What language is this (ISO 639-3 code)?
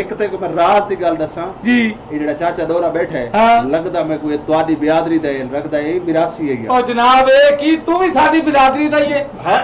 skr